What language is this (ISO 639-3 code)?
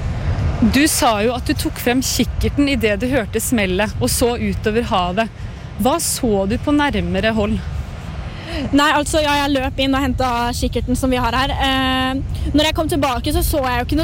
nor